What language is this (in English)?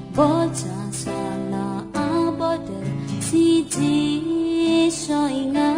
Akha